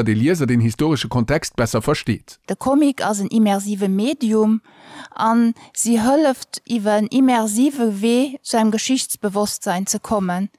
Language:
Luxembourgish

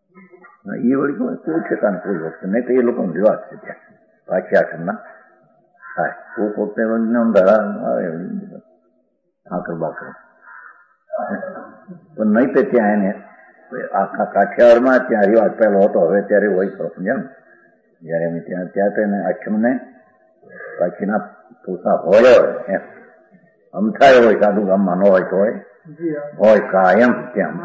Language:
Gujarati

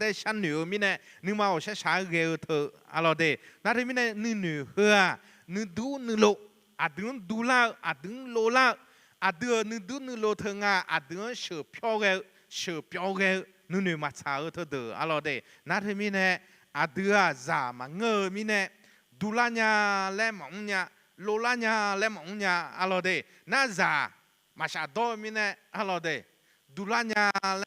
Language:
Akha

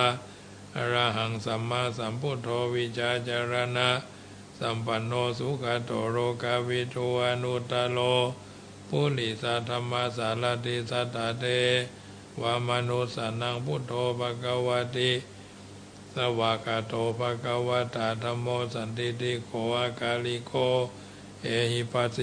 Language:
Pali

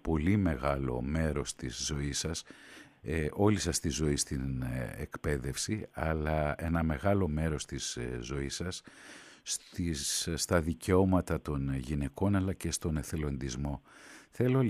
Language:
Greek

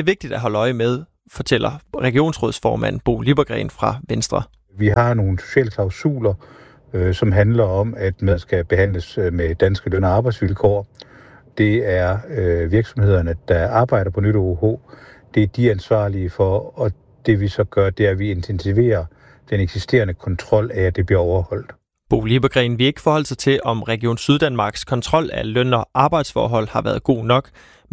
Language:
Danish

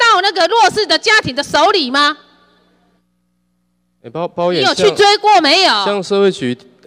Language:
Chinese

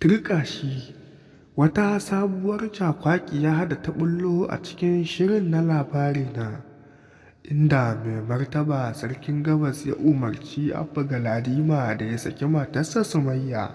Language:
Hausa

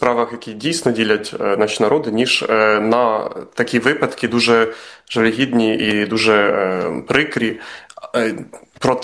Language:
Ukrainian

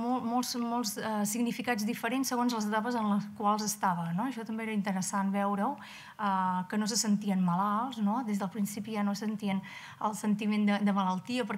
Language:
Catalan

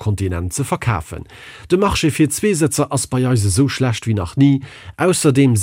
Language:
Luxembourgish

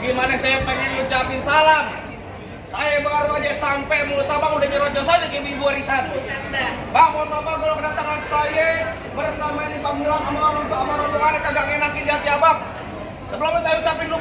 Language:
Betawi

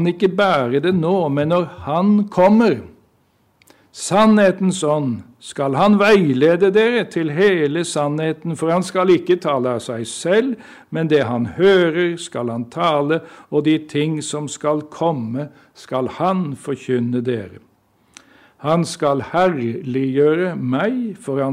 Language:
Norwegian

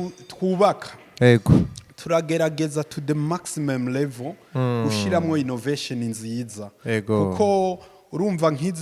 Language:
Rundi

